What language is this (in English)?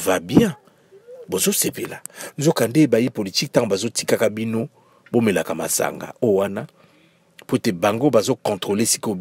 Lingala